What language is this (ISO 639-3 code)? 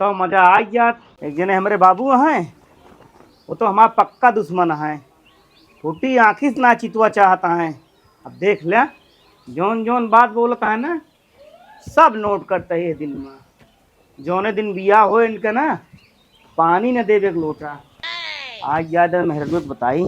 awa